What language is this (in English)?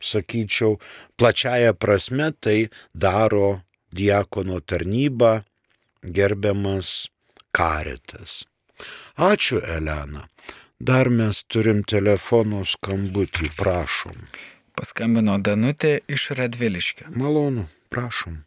Lithuanian